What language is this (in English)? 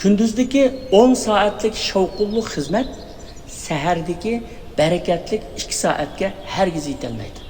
Uyghur